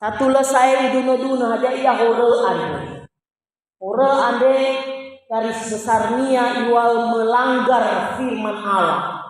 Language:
Nias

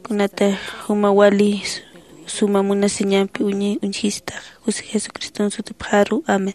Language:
Aymara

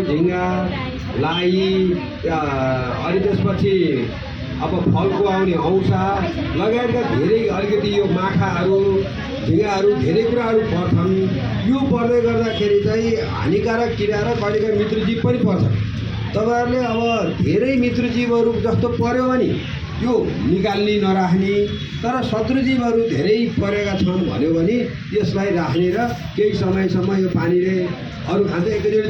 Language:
Nepali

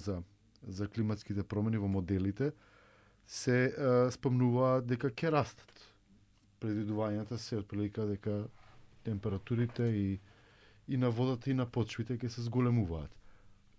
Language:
Macedonian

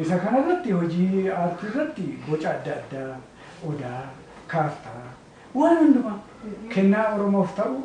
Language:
Oromo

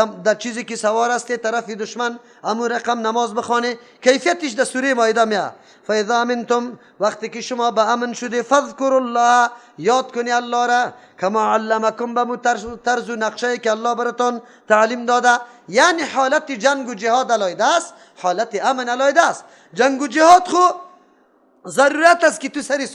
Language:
Persian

